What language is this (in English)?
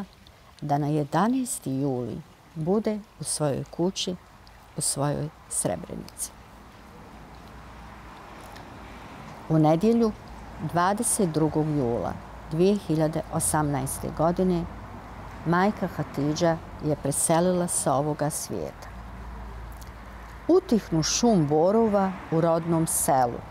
Bosnian